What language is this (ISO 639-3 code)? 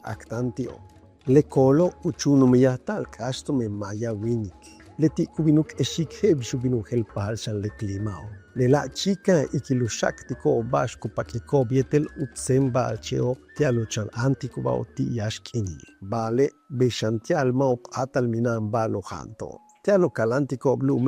yua